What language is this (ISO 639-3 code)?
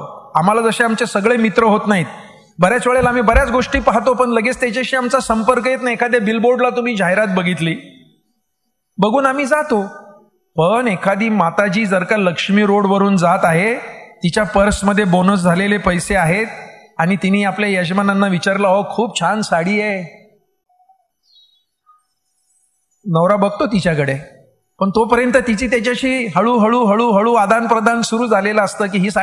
mar